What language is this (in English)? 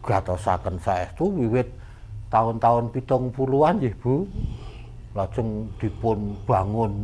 Javanese